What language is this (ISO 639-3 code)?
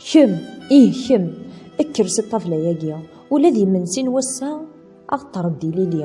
kab